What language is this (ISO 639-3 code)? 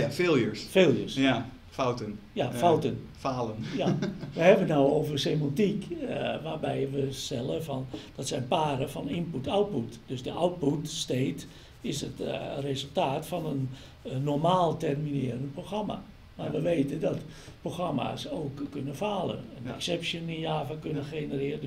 nld